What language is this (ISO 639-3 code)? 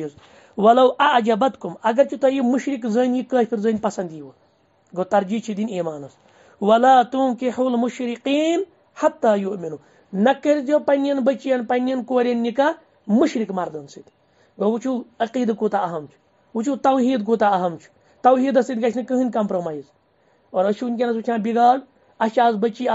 kas